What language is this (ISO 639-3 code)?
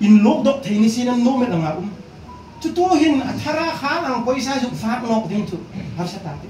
hmr